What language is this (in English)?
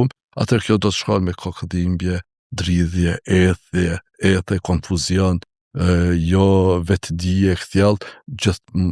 Albanian